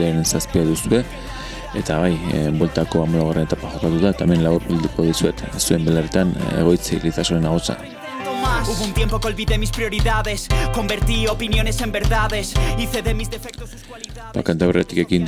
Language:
Basque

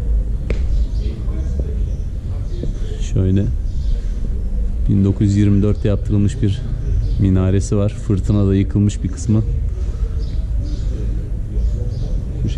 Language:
Turkish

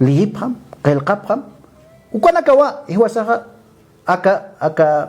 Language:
Aymara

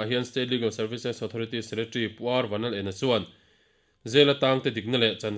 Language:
Mizo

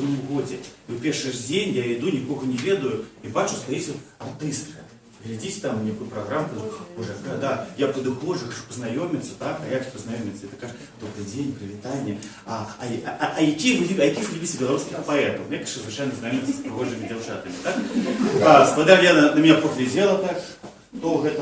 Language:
Belarusian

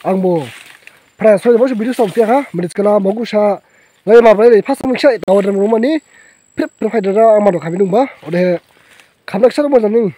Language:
Dimasa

